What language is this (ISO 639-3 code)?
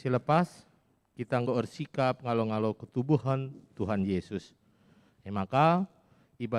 btx